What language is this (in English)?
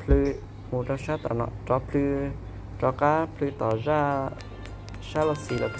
Hmong